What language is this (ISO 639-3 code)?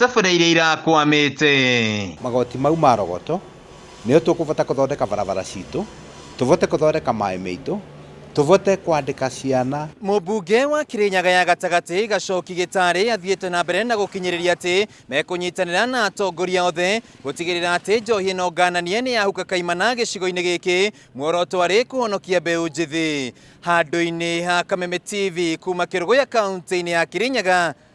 kik